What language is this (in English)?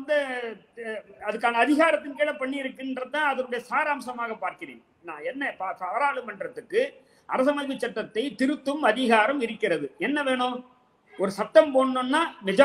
Tamil